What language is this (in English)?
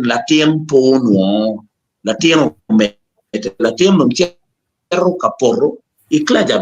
Acoli